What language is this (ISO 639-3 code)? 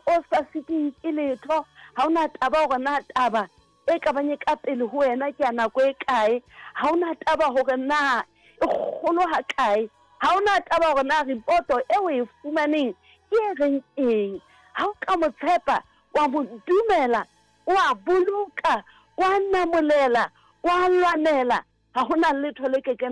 sot